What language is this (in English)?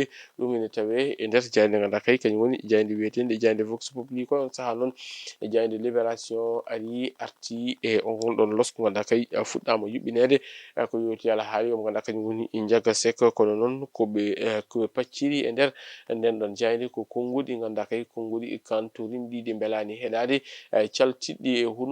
Fula